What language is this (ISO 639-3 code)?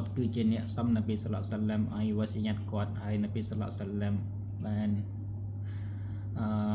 khm